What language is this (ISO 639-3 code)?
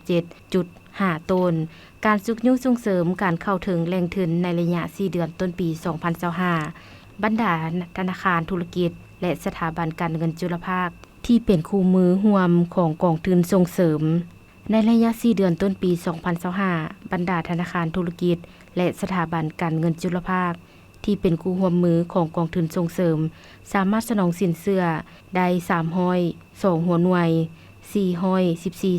lao